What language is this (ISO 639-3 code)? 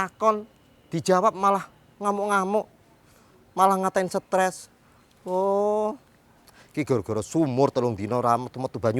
bew